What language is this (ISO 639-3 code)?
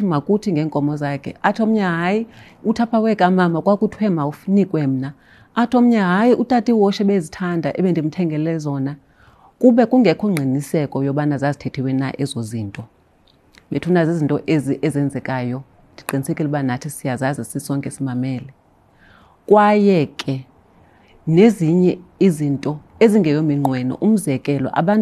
xho